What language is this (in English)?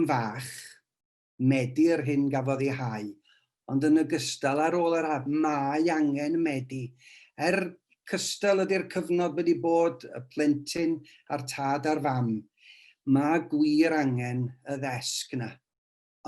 Welsh